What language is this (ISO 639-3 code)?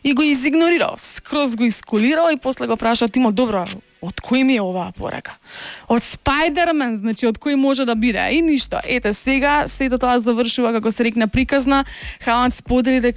mkd